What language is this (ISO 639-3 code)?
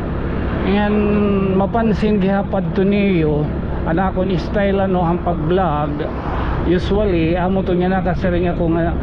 war